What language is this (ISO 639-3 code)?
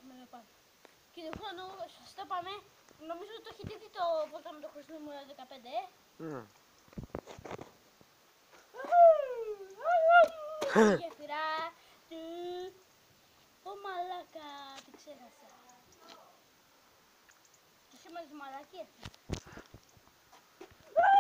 ell